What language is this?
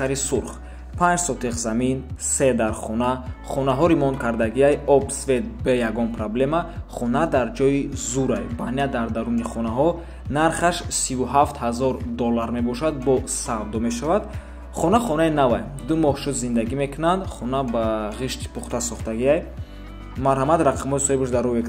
Tajik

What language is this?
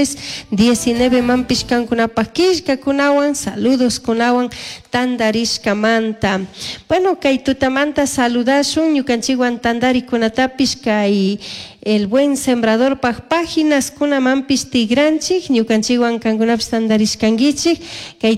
Chimborazo Highland Quichua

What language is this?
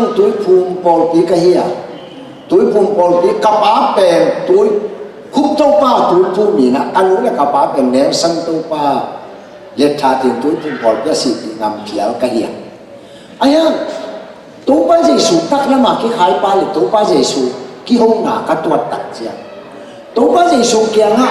Tedim Chin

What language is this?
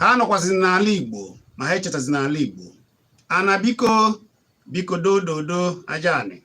Igbo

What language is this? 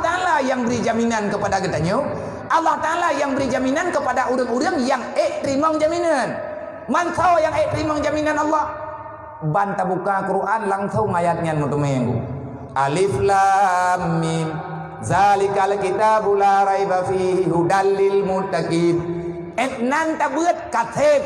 Achinese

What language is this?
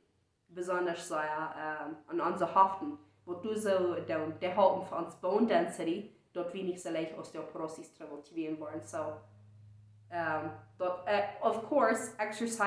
Plautdietsch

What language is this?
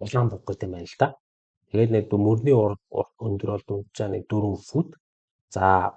Mongolian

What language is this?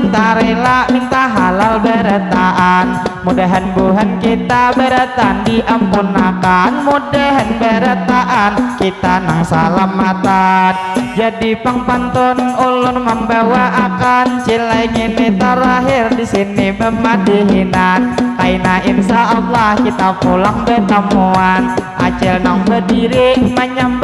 Banjar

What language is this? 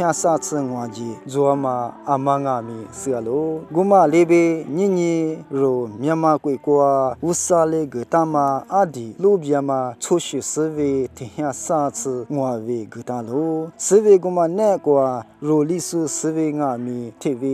Lisu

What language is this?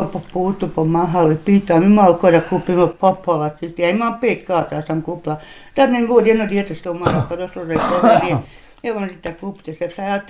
Bosnian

